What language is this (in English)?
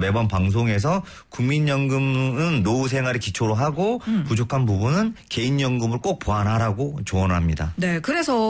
Korean